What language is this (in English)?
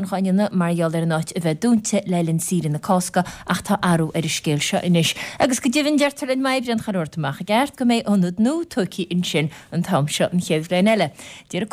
Irish